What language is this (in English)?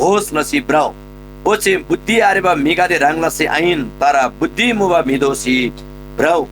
Eastern Tamang